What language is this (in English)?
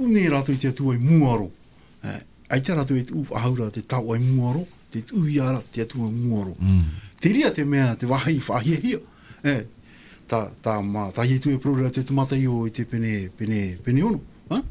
Tahitian